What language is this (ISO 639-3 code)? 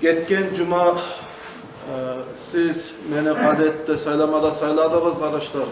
kum